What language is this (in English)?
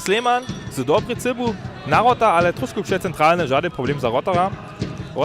Upper Sorbian